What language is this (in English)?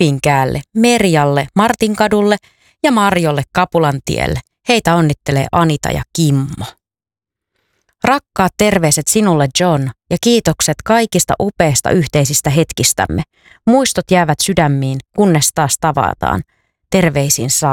Finnish